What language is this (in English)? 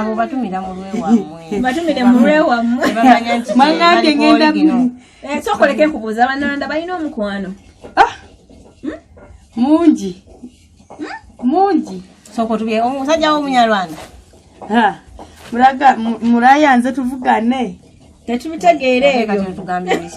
Ganda